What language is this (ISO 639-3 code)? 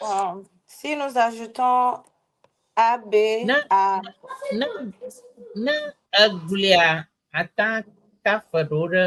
ewe